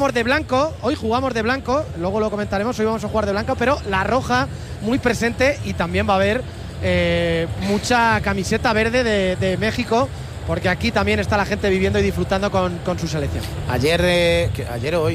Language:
Spanish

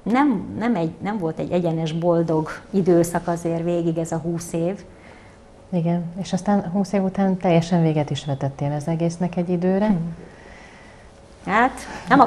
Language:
Hungarian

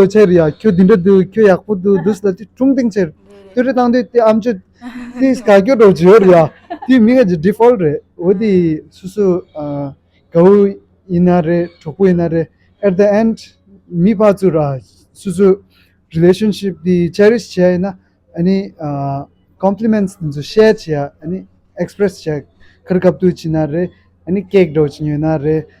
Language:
Tibetan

